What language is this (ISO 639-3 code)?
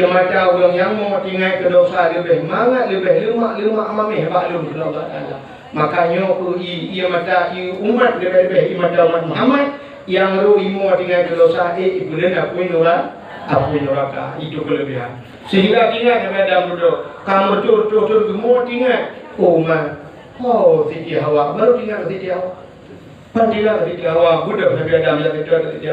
ace